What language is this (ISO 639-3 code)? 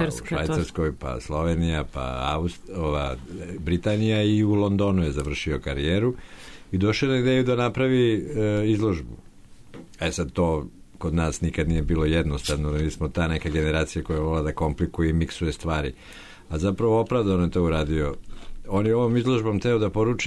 srp